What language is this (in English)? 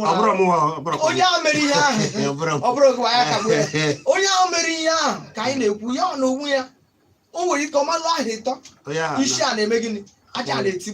Igbo